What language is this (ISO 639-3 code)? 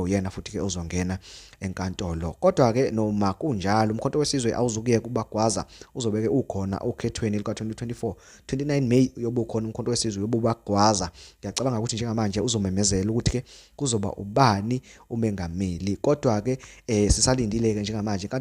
zul